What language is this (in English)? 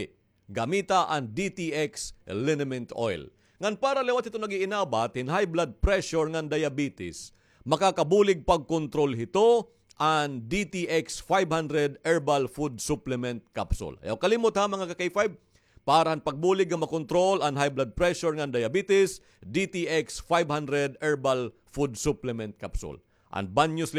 Waray